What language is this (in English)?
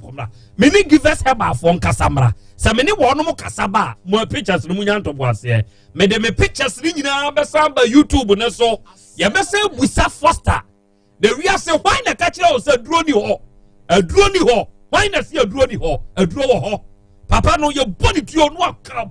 Akan